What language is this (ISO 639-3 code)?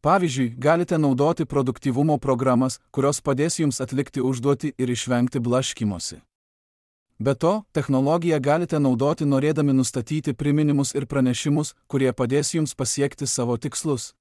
lit